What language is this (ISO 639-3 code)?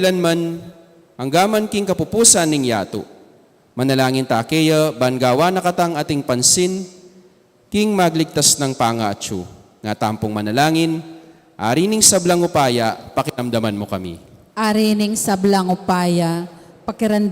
pam